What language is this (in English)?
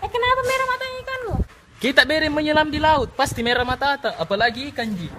Makassar Malay